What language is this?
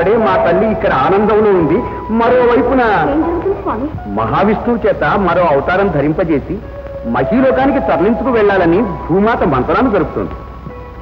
Telugu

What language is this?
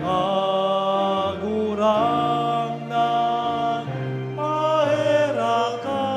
Bikol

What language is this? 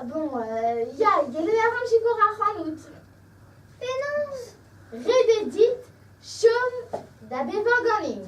Breton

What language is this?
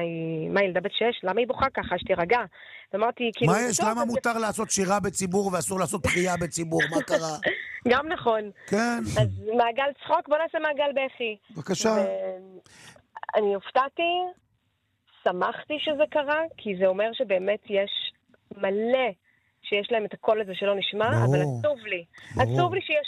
Hebrew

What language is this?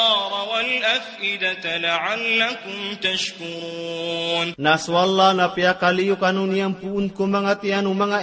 Maranao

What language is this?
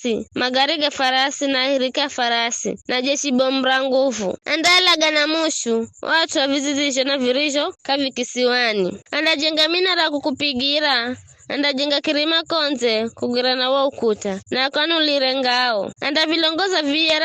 Giryama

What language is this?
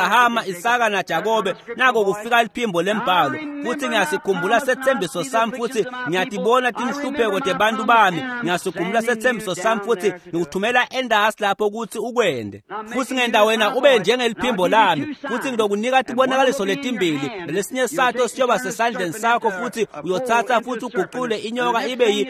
Swati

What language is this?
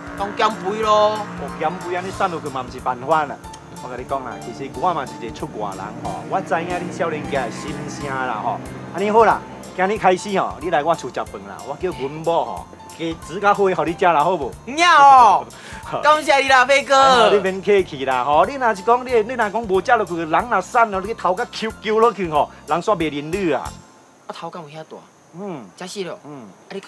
Min Nan Chinese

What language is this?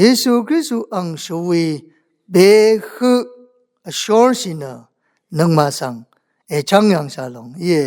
Rawang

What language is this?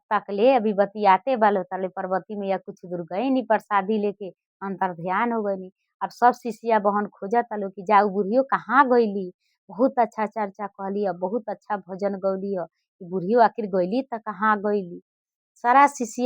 Bhojpuri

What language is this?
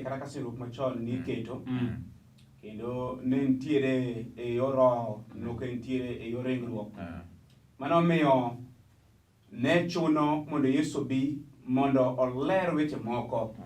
Luo (Kenya and Tanzania)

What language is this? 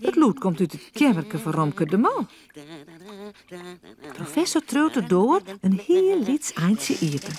Western Frisian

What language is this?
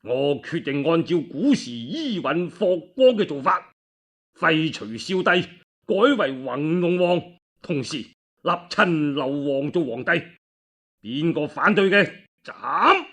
Cantonese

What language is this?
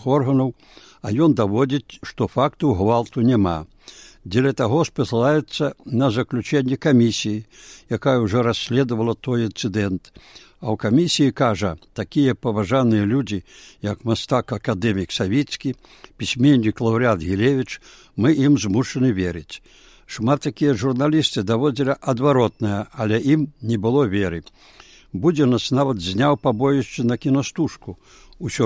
Belarusian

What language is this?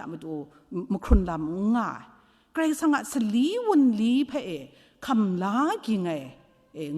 Kachin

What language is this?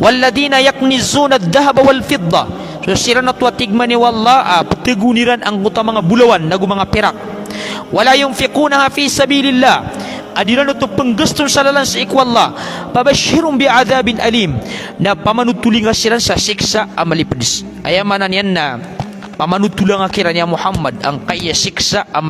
Maranao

